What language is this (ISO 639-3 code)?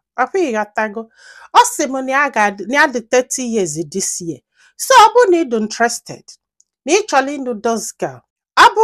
ibo